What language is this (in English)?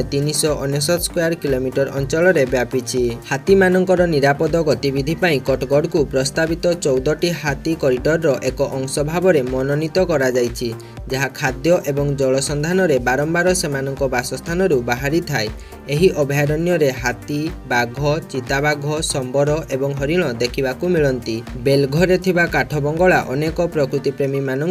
Odia